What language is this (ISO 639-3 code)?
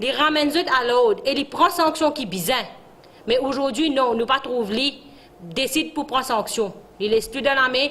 mfe